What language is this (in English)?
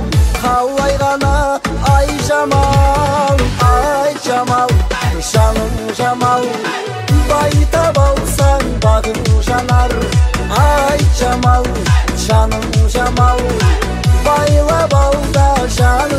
Kazakh